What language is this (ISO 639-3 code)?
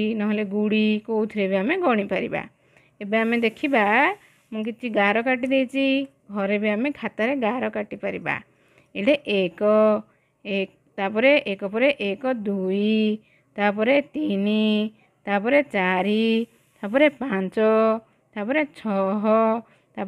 ori